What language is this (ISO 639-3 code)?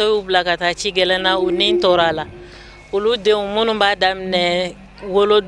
bam